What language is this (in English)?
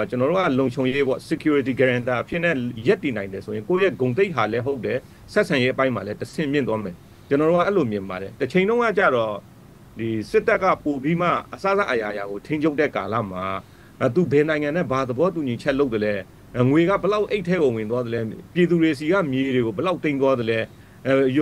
Burmese